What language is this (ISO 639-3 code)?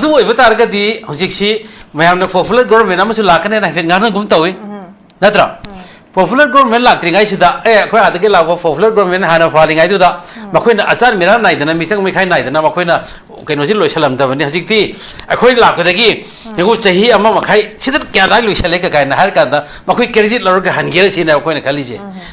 mni